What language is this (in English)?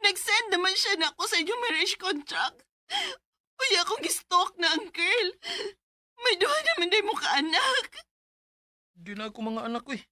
Cebuano